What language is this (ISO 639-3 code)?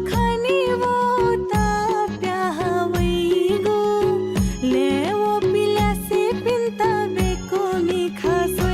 new